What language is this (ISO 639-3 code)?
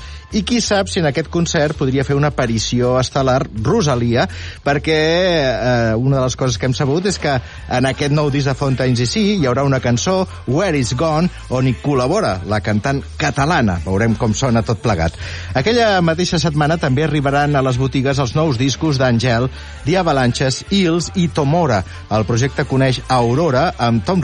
cat